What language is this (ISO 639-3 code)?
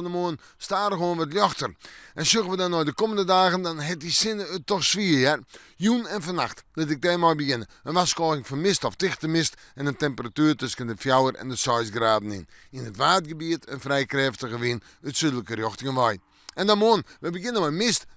fry